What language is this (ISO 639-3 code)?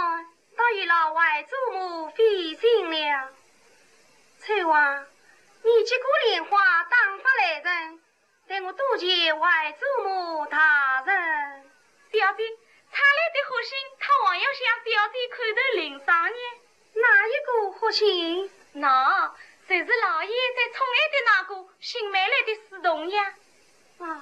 wuu